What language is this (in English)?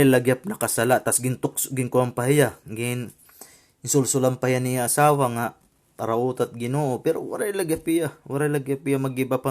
Waray